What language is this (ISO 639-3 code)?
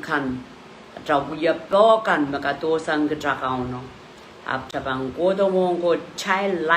pon